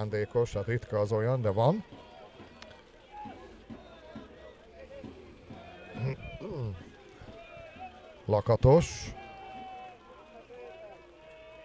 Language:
Hungarian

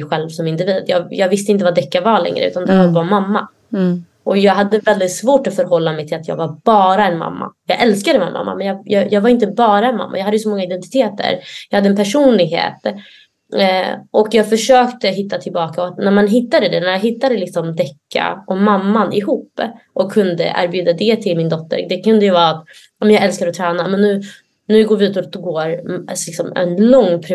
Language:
Swedish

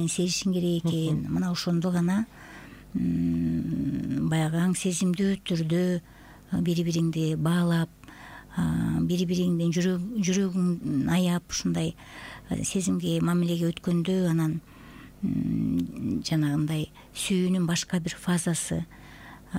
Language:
Kyrgyz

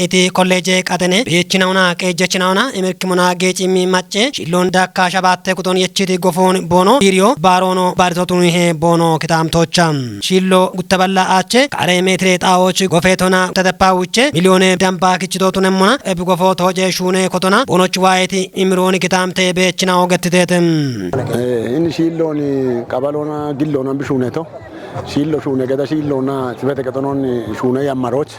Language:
Kafa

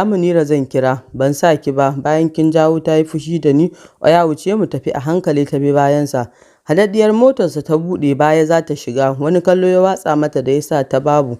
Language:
Hausa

